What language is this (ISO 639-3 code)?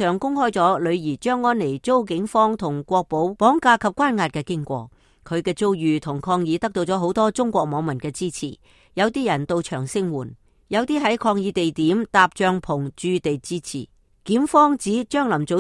yue